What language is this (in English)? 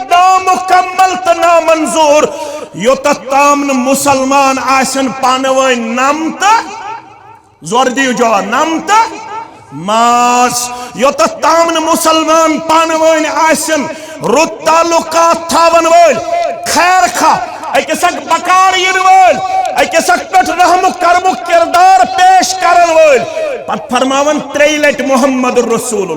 Kashmiri